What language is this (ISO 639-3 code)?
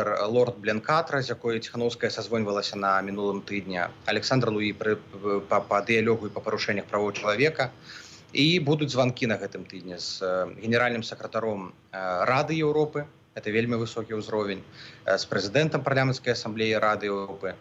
bel